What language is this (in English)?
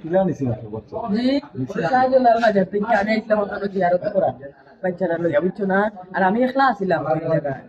Sylheti